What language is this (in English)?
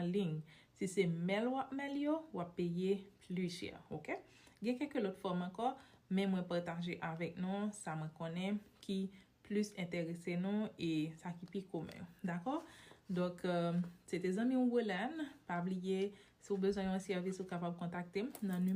Haitian Creole